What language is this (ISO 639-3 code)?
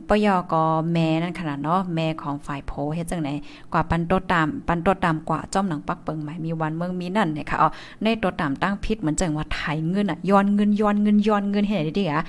tha